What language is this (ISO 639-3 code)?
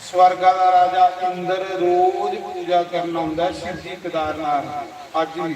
doi